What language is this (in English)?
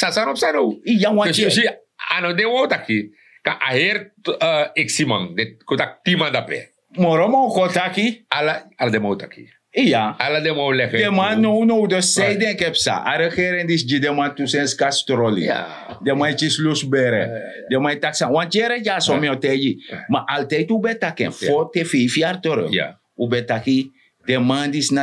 Sranan Tongo